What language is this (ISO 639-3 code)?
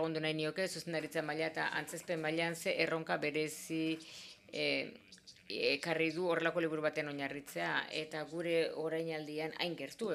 eus